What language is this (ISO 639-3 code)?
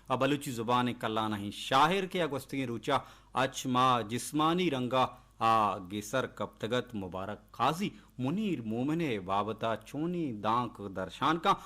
bal